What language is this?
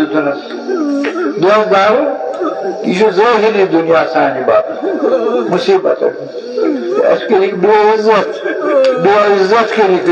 Kashmiri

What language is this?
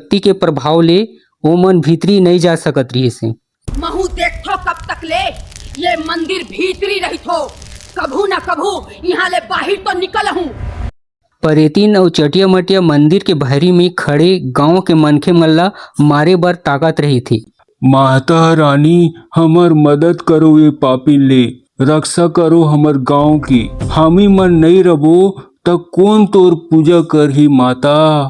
Chhattisgarhi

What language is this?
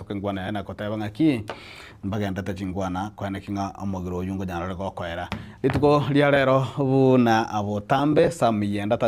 Gusii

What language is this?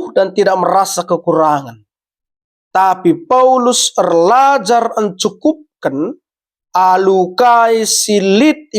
Batak Karo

